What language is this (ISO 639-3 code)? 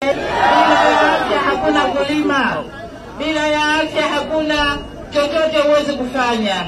swa